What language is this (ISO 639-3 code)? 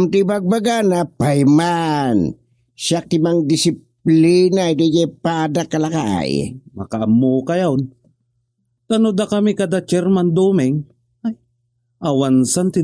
ilo